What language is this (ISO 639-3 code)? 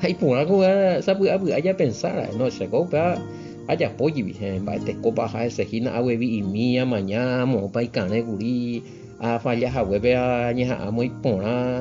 grn